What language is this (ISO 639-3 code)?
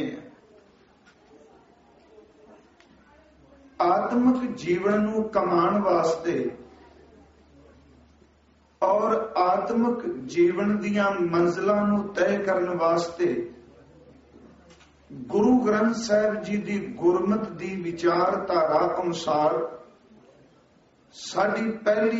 pan